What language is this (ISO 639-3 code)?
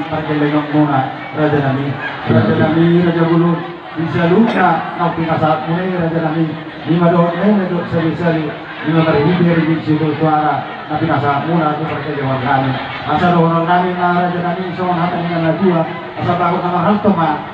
bbc